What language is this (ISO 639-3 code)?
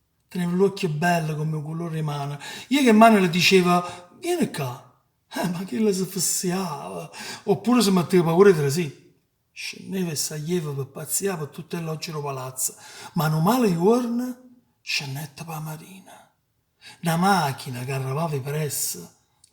nap